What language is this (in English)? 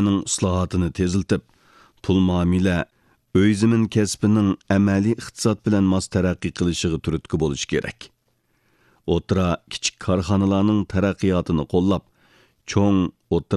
Uyghur